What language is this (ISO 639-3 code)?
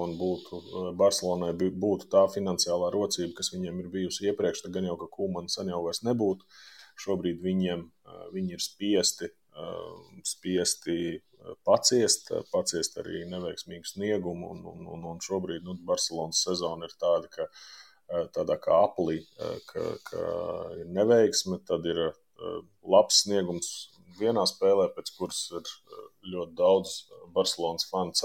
lav